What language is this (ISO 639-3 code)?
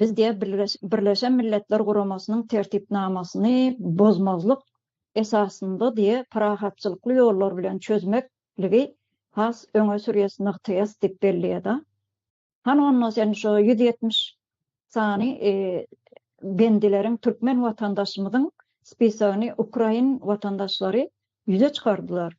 tuk